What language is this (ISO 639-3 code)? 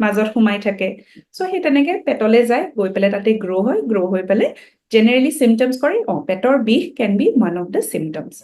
asm